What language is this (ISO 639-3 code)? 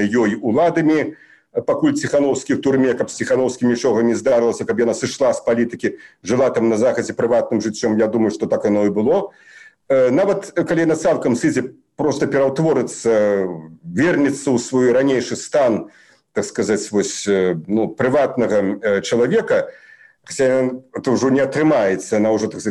bel